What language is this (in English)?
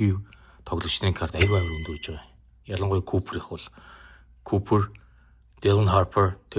Mongolian